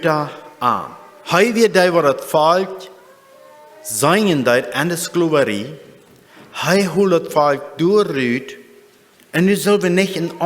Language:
Plautdietsch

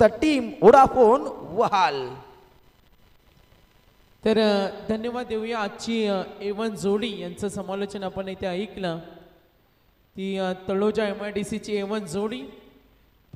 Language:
Marathi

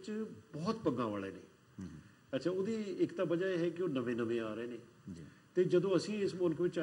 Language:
Punjabi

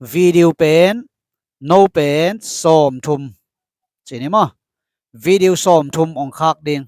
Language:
Tedim Chin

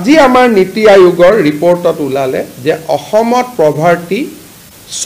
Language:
Assamese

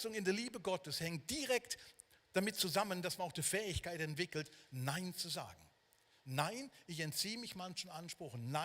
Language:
Swiss German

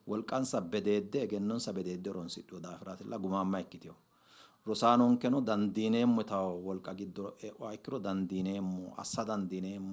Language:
Sidamo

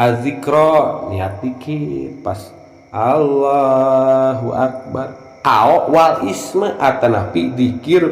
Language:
Sundanese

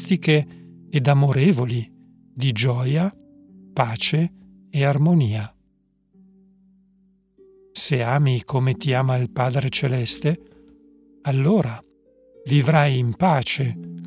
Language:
Italian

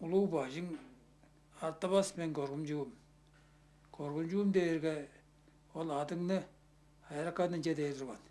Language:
Tuvinian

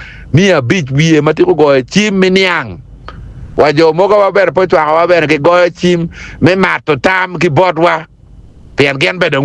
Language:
Acoli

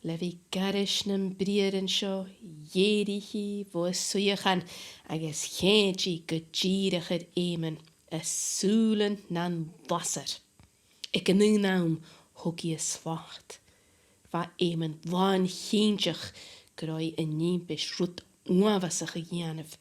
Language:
Scottish Gaelic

